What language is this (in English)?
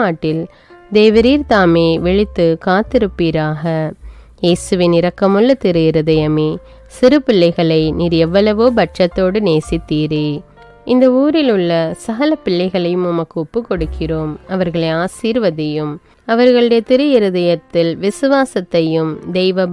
Tamil